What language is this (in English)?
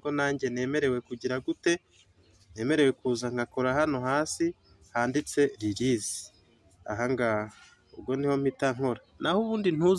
Kinyarwanda